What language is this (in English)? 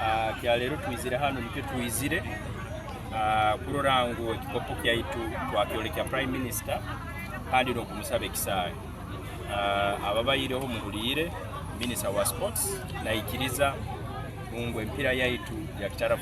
Nyankole